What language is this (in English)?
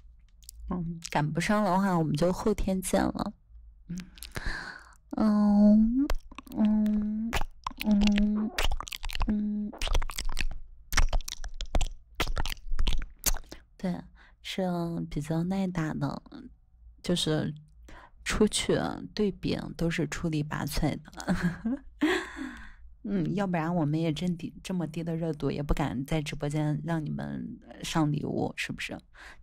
Chinese